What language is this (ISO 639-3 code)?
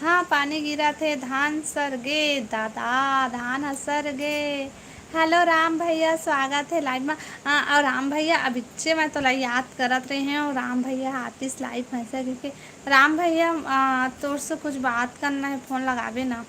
hne